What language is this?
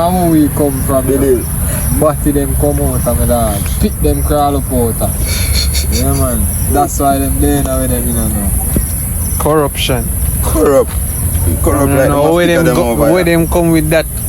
Jamaican Creole English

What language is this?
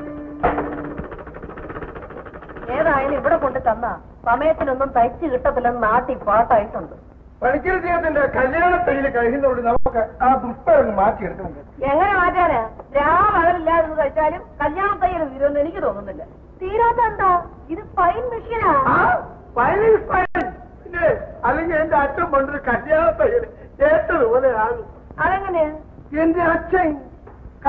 Malayalam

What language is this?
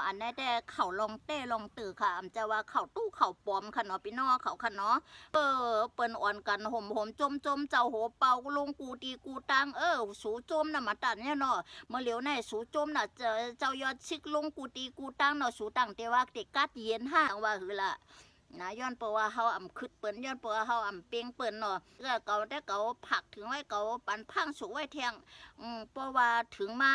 Shan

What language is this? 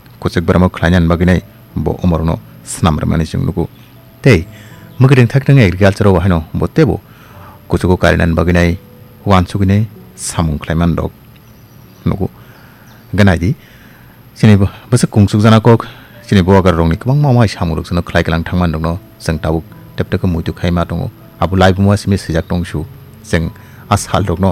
Kok Borok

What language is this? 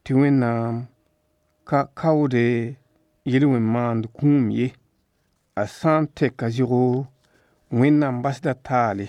Mossi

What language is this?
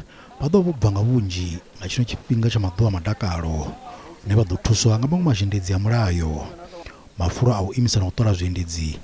Venda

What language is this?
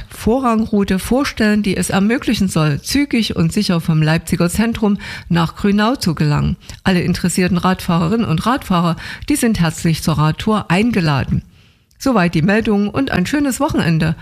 German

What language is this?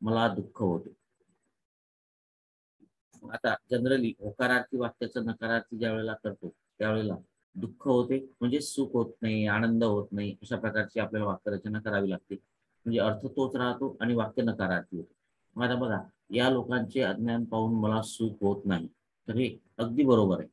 Marathi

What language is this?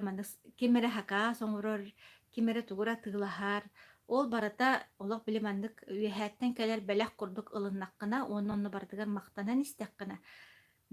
Yakut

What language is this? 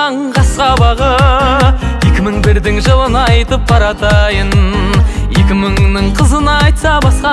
Kara-Kalpak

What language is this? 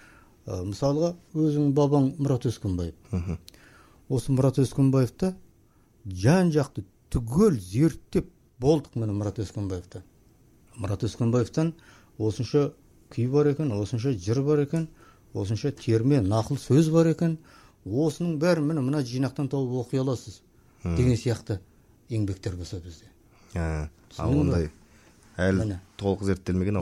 Kazakh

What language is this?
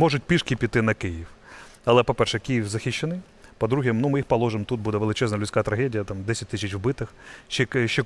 Ukrainian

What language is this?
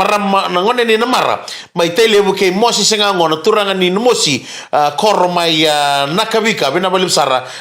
Fijian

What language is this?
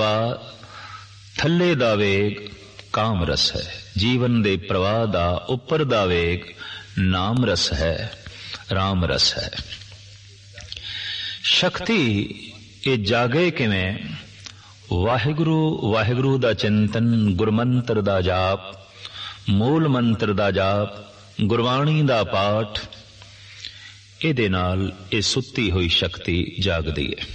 Punjabi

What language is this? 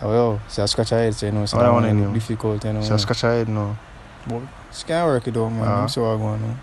Jamaican Creole English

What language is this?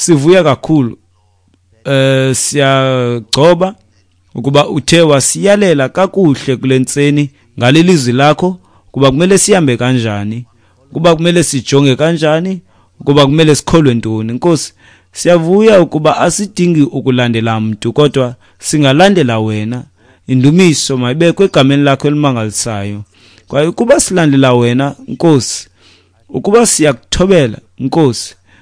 Xhosa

